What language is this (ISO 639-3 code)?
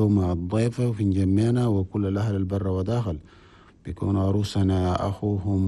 shu